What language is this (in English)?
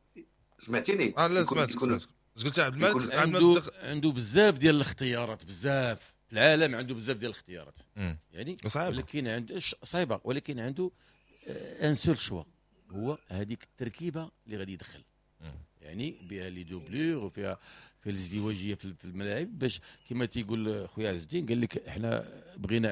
Moroccan Arabic